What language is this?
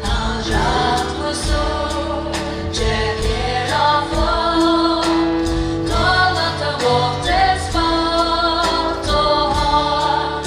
Faroese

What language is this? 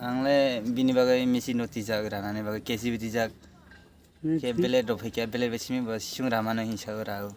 Kok Borok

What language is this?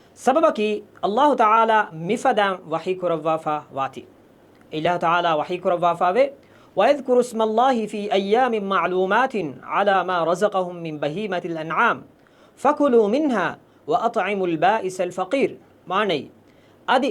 Divehi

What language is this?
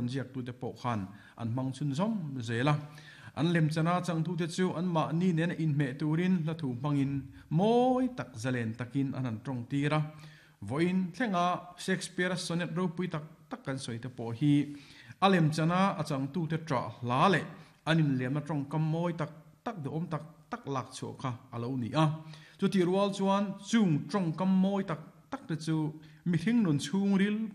Mizo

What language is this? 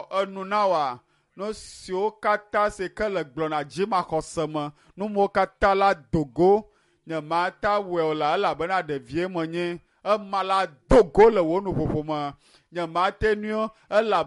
Ewe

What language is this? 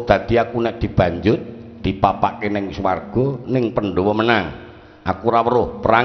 Javanese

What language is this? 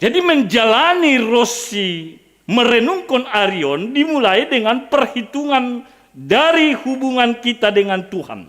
Batak Simalungun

